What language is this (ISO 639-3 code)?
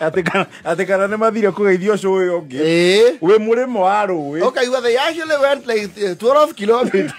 kik